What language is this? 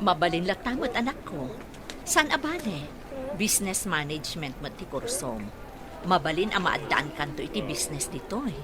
Iloko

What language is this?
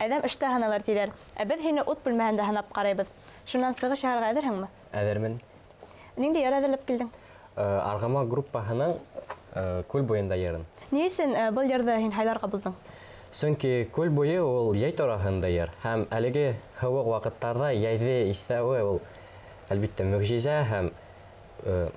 Bashkir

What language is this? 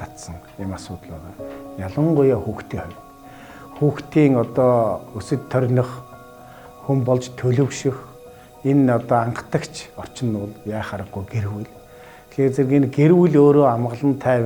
Mongolian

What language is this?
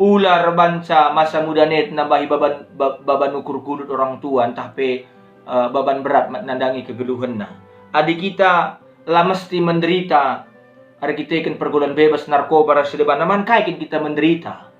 Batak Karo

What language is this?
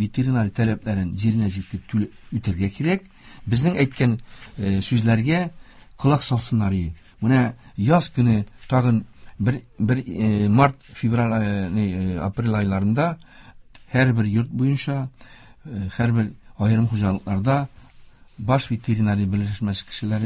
Tatar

